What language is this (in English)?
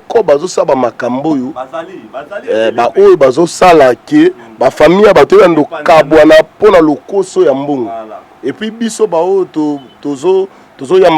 Lingala